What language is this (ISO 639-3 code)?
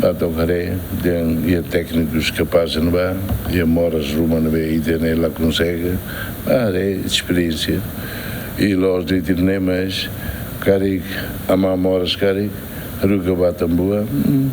tet